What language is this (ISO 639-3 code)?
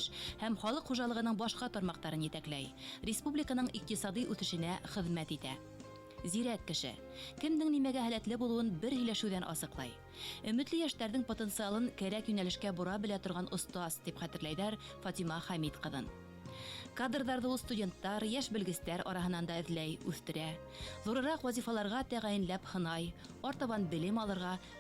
bak